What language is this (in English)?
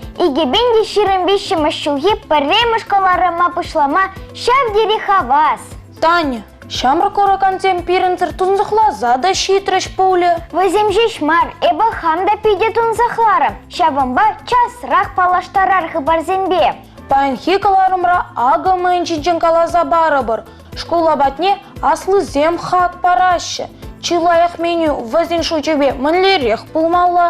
Chuvash